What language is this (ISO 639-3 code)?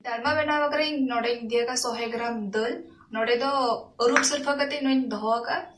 sat